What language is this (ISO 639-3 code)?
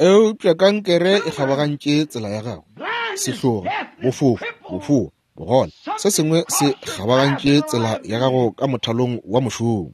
nso